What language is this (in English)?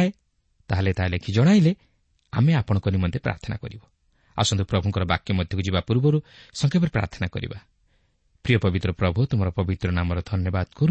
Odia